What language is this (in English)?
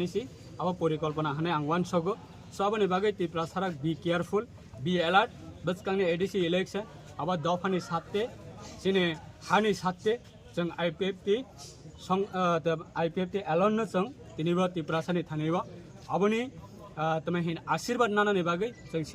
Kok Borok